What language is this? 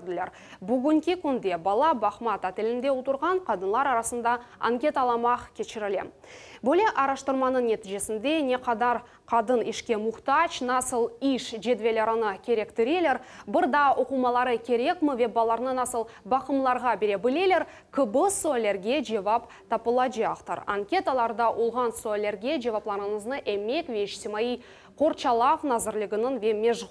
Crimean Tatar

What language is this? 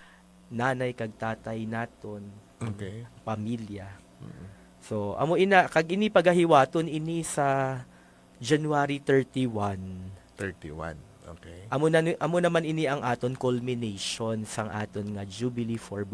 Hiligaynon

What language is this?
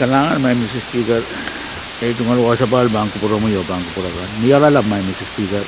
Pohnpeian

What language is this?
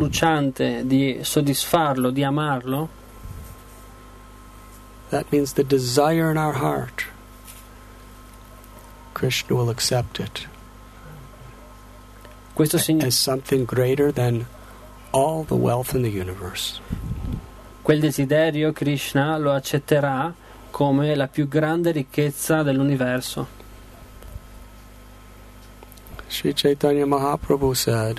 Italian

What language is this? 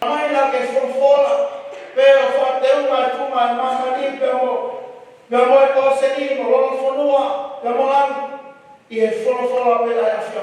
Tongan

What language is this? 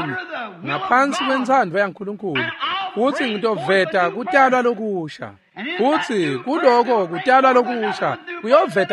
Swati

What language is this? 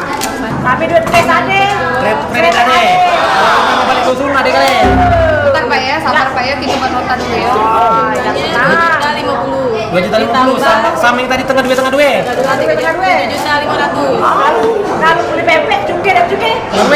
Musi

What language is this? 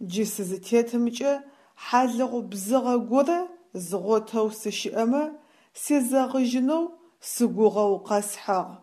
Adyghe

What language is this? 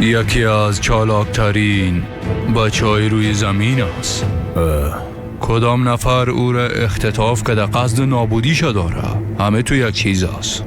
Persian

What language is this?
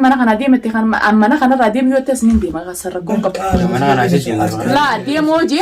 Oromo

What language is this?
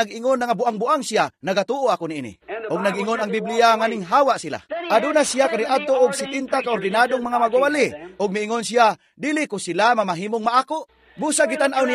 Cebuano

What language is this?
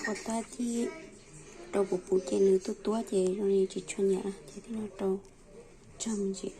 Hmong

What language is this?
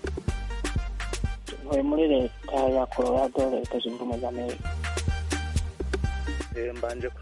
Kinyarwanda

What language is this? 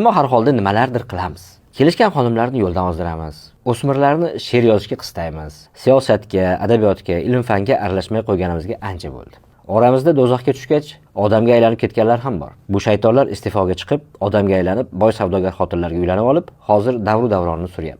Uzbek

